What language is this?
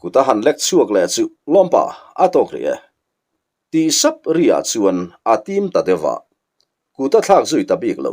Mizo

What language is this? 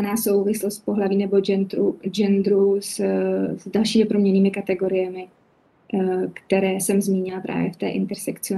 Czech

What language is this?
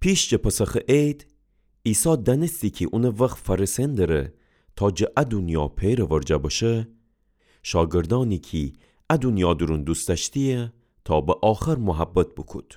Gilaki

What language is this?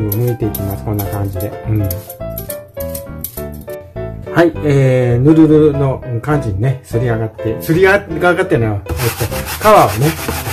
Japanese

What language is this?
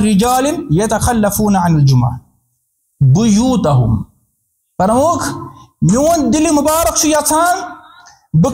Kashmiri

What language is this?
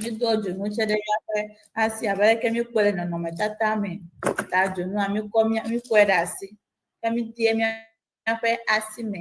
Ewe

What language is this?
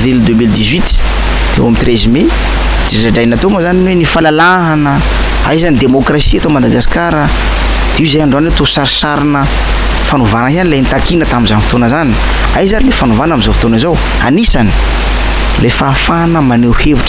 Malagasy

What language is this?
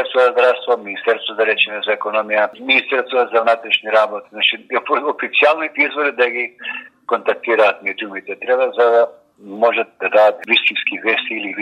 Macedonian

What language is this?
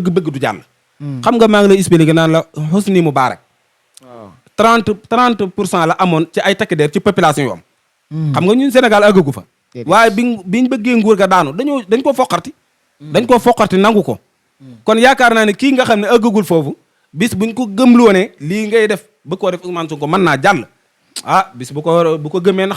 Wolof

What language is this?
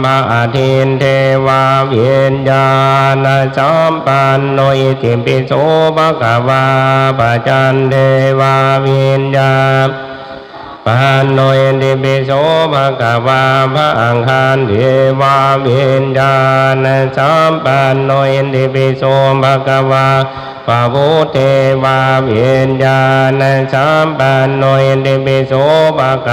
Pali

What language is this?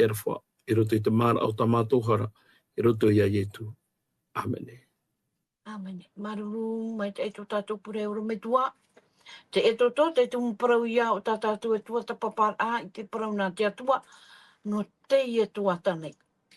Tahitian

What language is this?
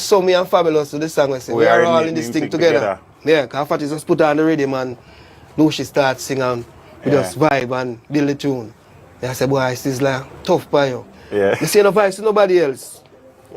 Jamaican Creole English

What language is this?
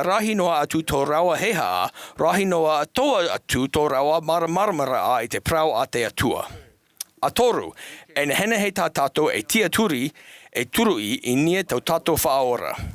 Tahitian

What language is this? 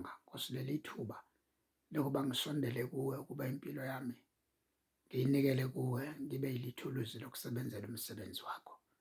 Zulu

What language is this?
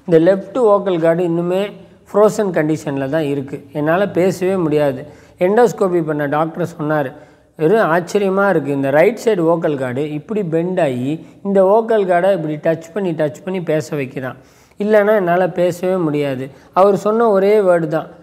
Tamil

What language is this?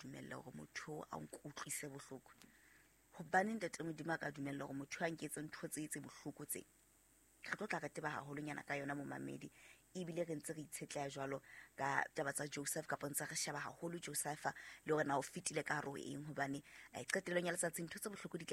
Southern Sotho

